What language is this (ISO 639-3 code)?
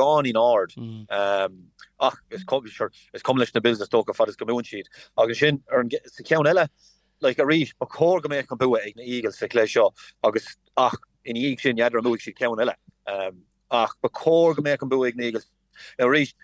gle